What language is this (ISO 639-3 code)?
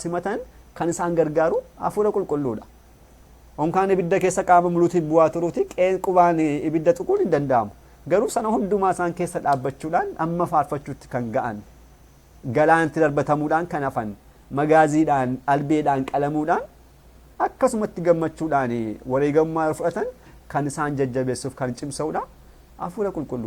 orm